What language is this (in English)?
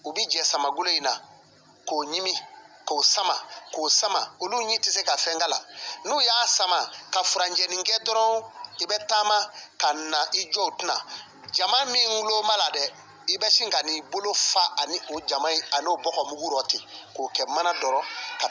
Bambara